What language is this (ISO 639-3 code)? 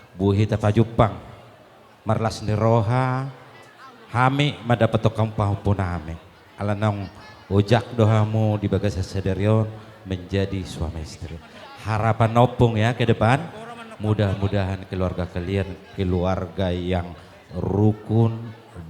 bbc